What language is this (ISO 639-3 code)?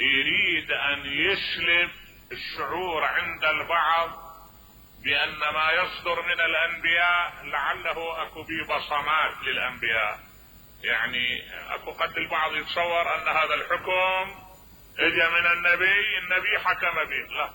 acm